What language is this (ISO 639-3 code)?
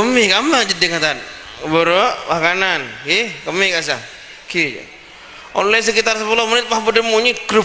mad